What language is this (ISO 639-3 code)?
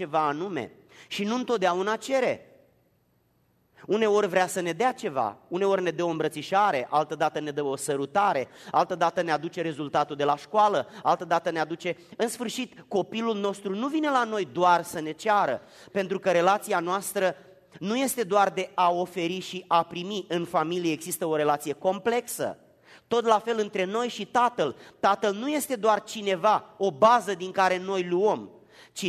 ron